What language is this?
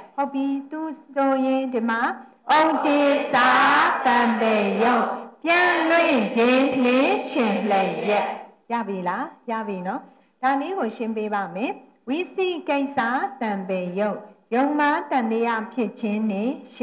Burmese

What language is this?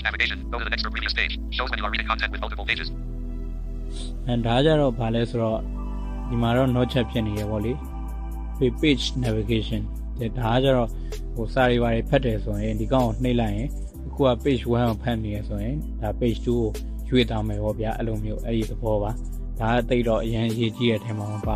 Burmese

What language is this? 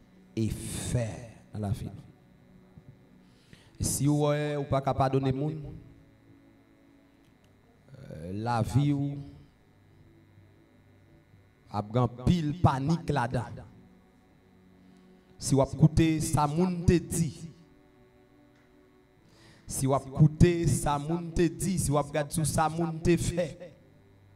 French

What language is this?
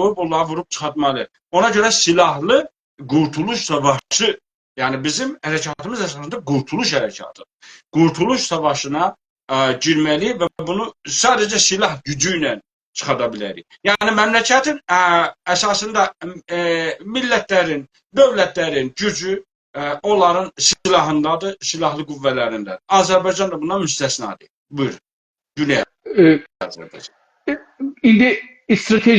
South Azerbaijani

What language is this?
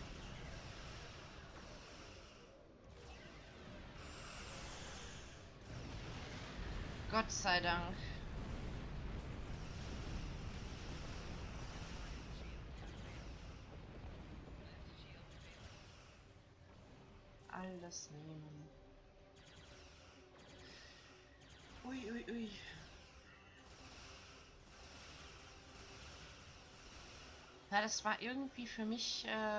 German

